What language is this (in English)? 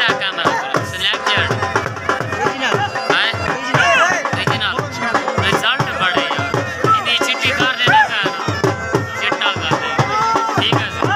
Saraiki